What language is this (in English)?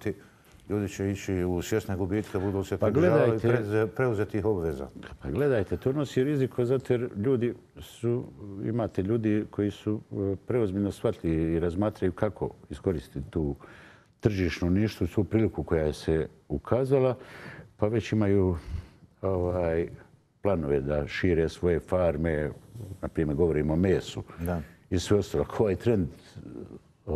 Bosnian